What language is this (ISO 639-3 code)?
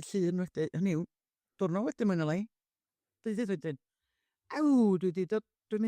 cym